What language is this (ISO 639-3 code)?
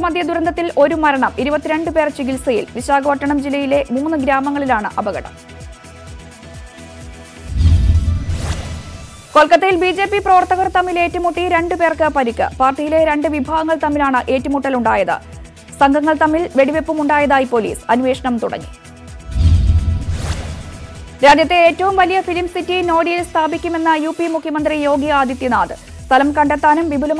mal